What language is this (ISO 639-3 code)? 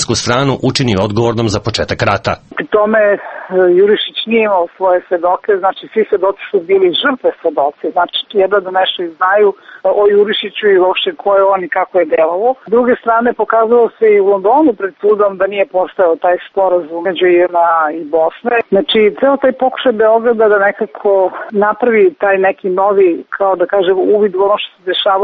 srp